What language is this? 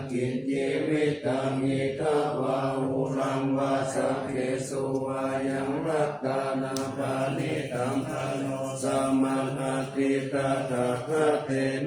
Pali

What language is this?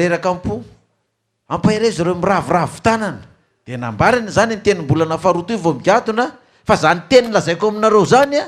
Malagasy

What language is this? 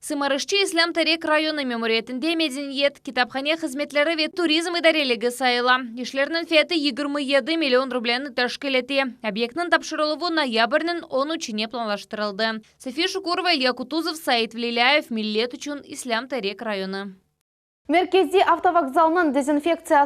Crimean Tatar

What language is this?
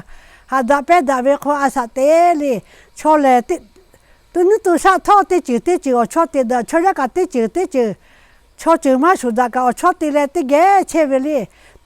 Lahu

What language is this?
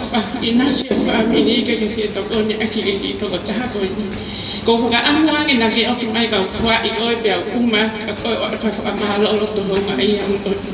Tongan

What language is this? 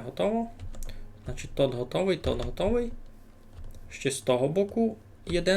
Rusyn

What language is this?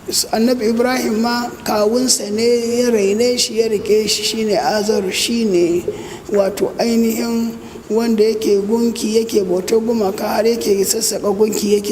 Hausa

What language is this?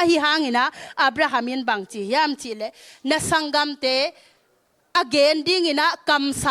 Tedim Chin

